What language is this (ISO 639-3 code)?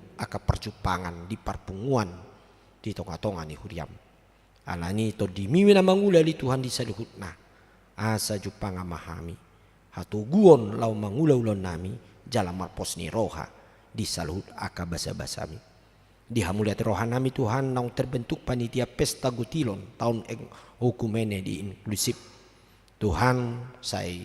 bbc